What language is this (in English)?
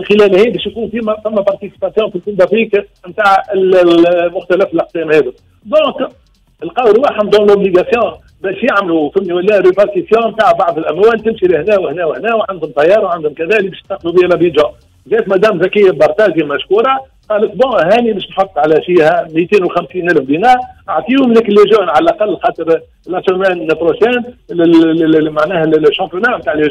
Tunisian Arabic